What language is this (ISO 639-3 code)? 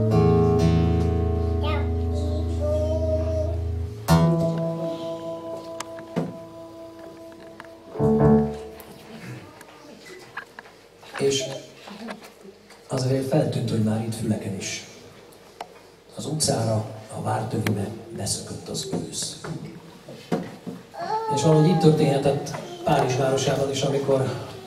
hun